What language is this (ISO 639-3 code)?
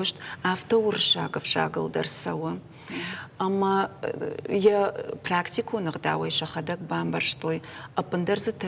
oss